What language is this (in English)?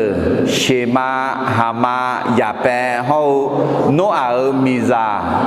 Akha